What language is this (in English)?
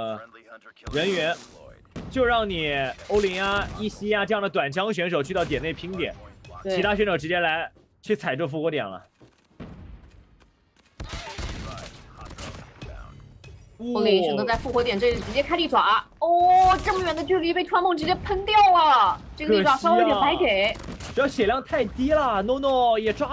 Chinese